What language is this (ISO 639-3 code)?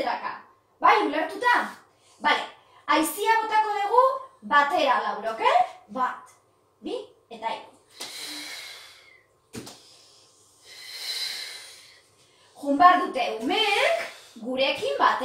eus